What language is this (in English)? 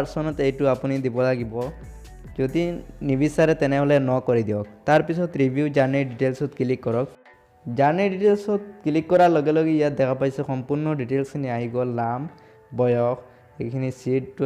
Assamese